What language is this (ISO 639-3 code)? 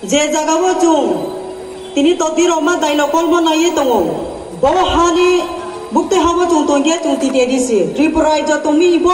ria